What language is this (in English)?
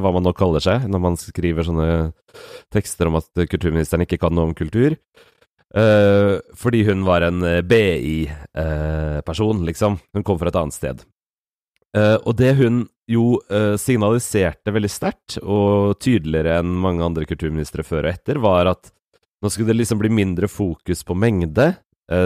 Norwegian